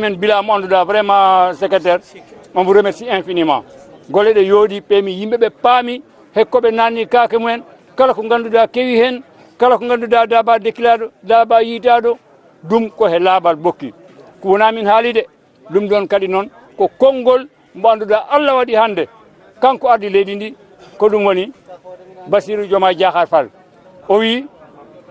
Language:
Fula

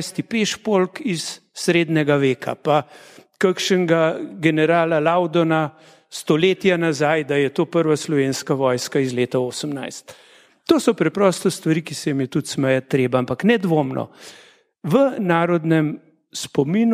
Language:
Slovenian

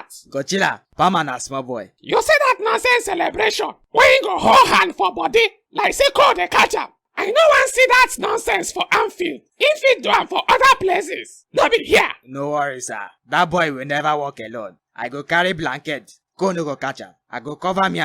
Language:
Nigerian Pidgin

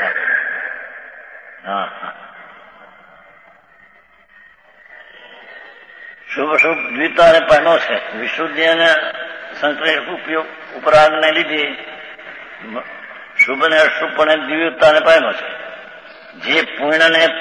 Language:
Gujarati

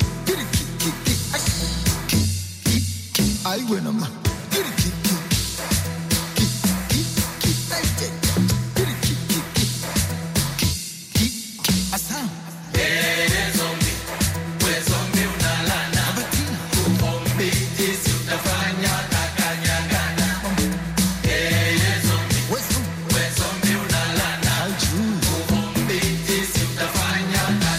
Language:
Swahili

